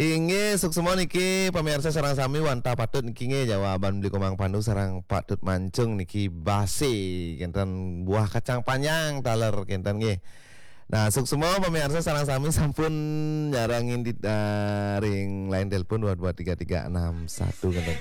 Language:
Balinese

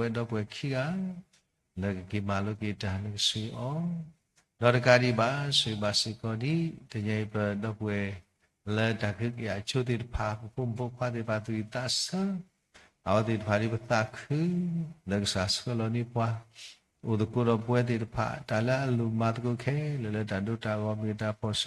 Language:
S'gaw Karen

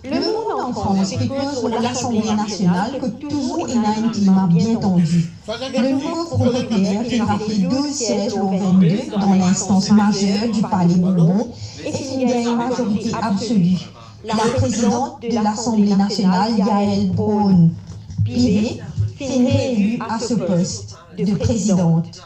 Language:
Morisyen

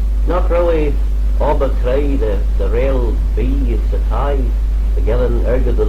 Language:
Manx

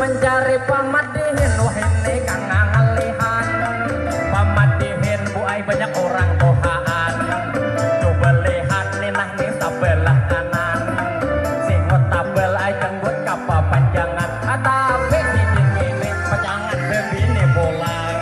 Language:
Banjar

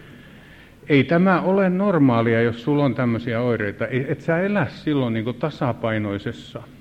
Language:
Finnish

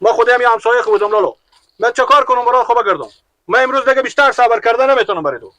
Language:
Persian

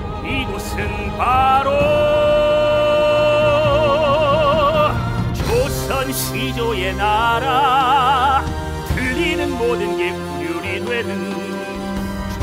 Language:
Korean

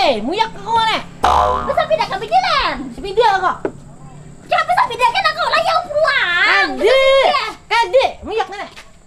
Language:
Banjar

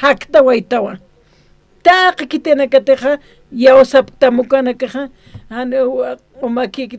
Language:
Aymara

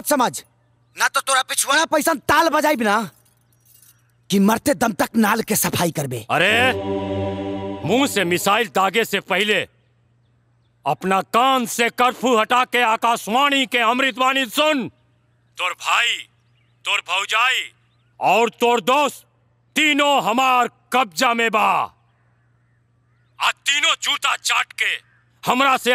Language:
Bhojpuri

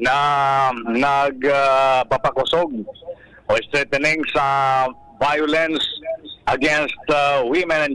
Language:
Bikol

